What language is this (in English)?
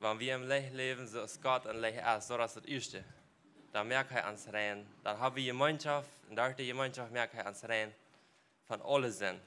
Plautdietsch